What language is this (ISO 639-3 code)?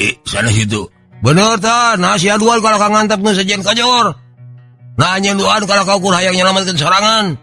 sun